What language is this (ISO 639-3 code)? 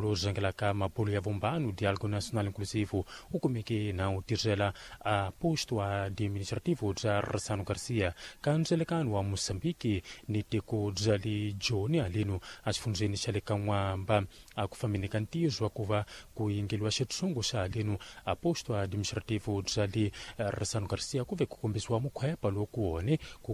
tso